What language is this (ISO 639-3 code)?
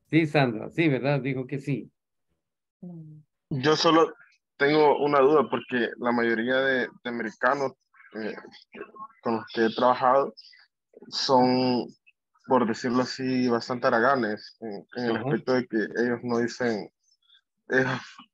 spa